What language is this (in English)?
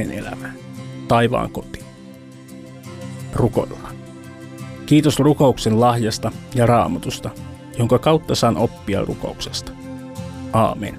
Finnish